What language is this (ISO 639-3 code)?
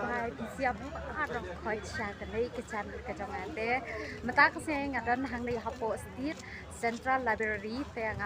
kha